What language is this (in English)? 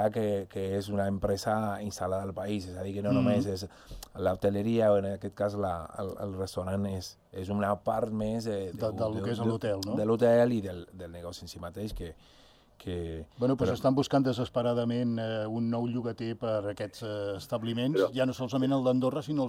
Catalan